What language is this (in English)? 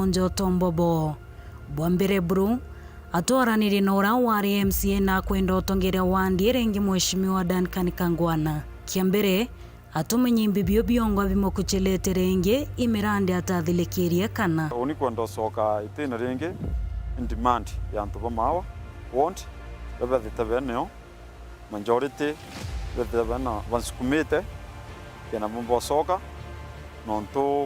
Meru